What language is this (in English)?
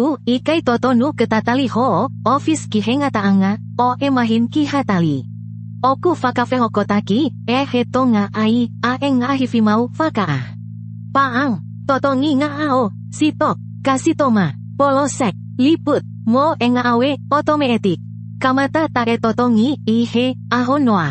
Tongan